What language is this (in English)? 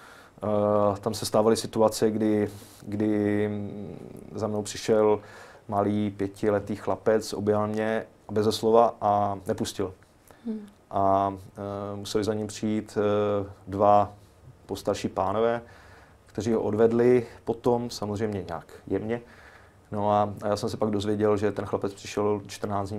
Czech